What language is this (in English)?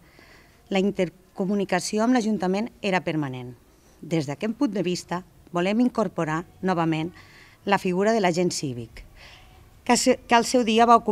Catalan